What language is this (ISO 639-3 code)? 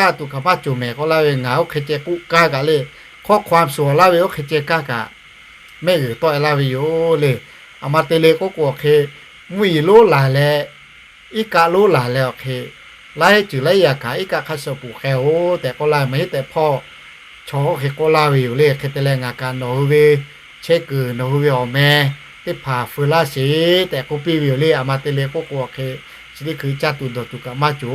lhu